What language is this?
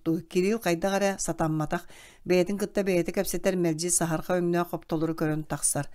Yakut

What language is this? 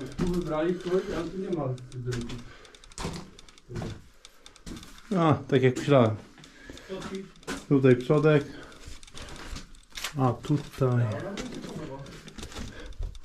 Polish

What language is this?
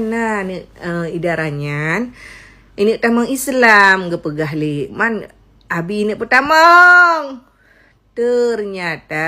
Achinese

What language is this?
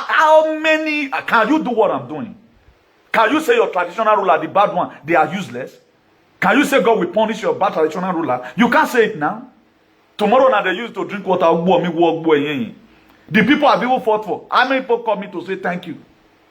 Nigerian Pidgin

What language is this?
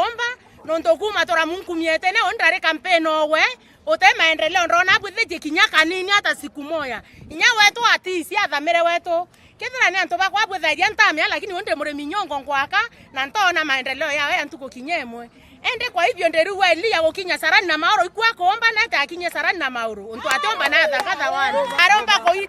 Meru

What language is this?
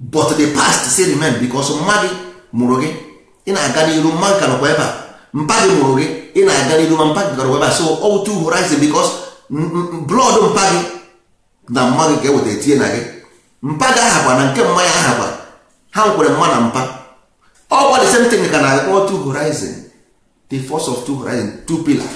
Igbo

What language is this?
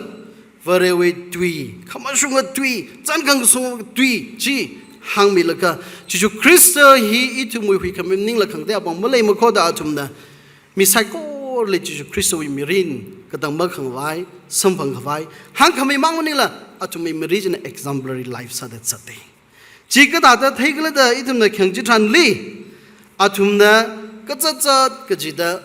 Tangkhul Naga (India)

